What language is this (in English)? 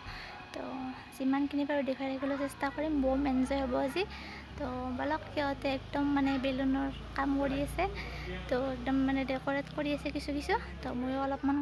Assamese